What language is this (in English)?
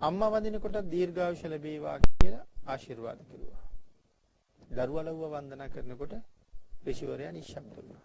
Sinhala